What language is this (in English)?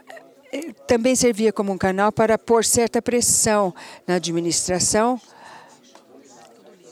Portuguese